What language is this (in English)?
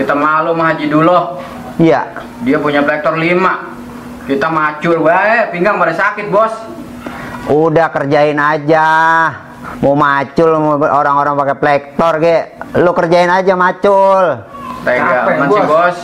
Betawi